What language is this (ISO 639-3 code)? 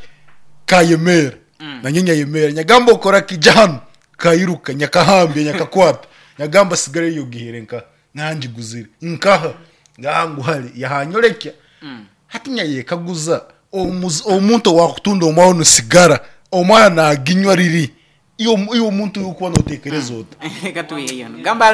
nyn